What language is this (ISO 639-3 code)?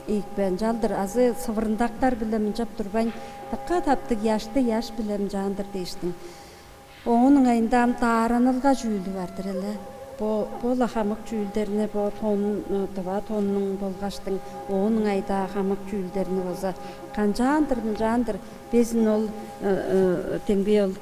tyv